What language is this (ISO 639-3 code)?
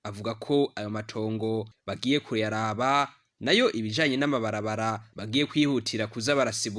run